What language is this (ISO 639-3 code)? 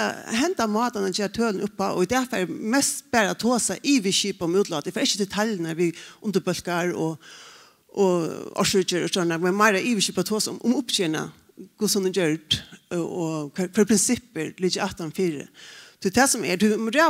fao